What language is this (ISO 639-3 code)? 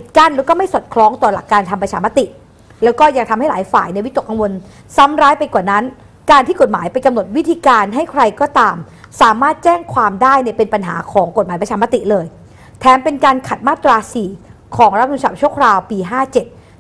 tha